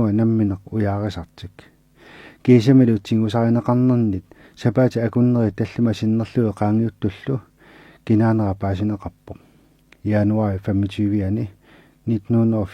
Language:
Kalaallisut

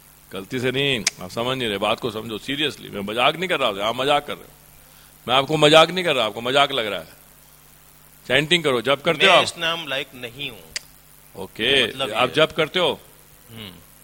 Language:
Hindi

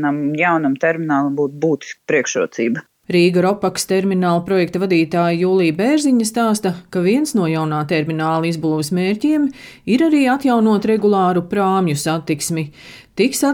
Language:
Latvian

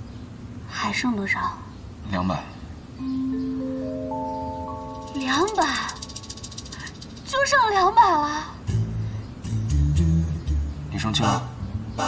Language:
Chinese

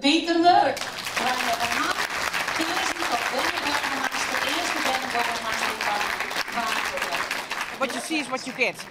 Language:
Western Frisian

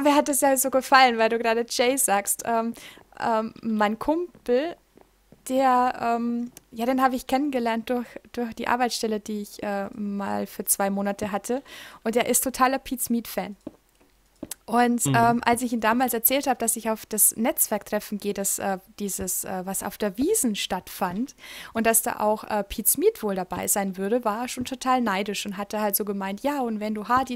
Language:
German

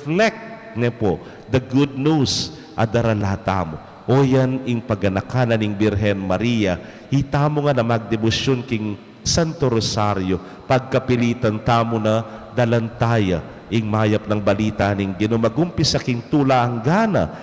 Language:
Pampanga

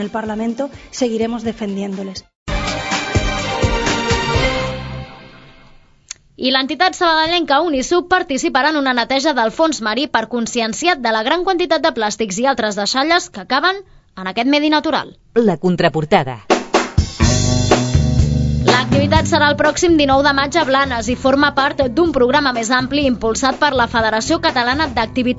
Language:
Catalan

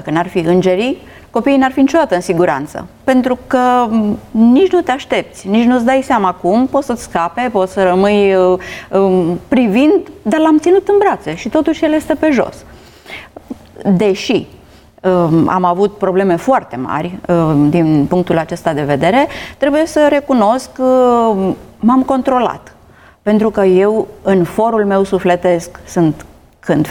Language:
Romanian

